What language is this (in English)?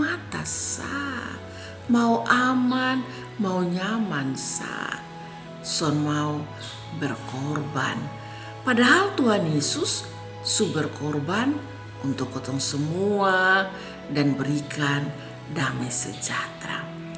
Kupang Malay